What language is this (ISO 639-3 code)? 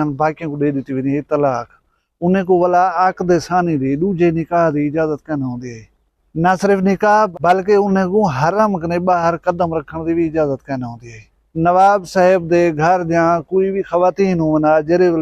skr